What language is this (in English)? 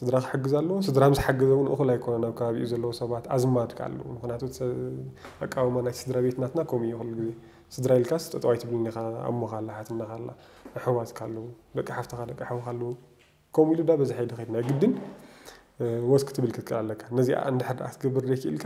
Tigrinya